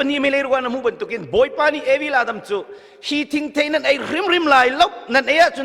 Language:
Hakha Chin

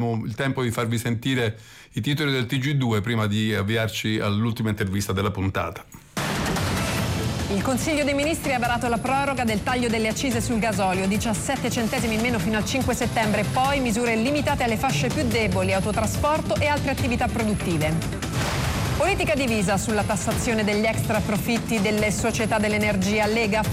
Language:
Italian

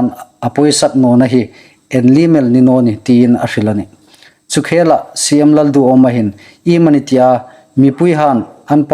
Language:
Hmar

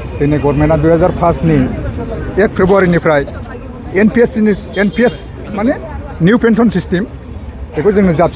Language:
Bodo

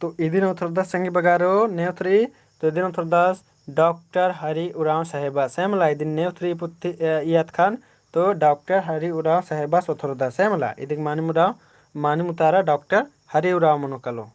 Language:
Kurukh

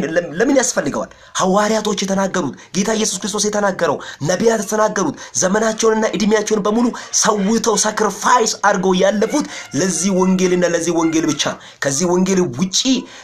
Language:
Amharic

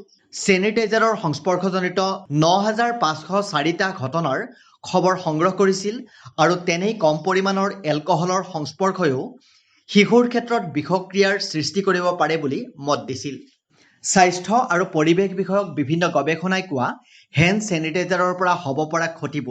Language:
Assamese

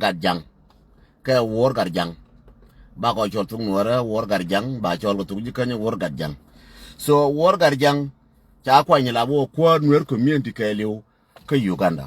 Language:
Nuer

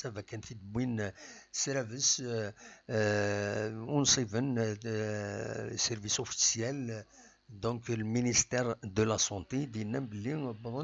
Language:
Kabyle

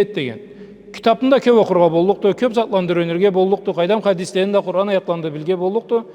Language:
Karachay-Balkar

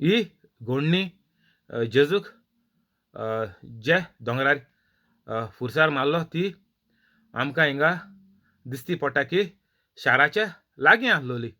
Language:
Konkani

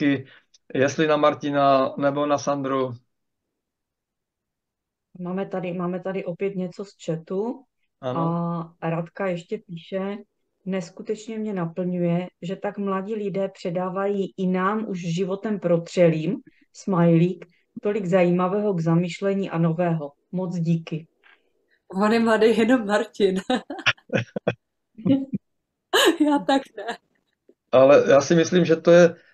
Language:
Czech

